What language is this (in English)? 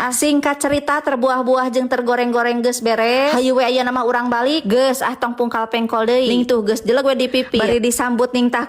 Sundanese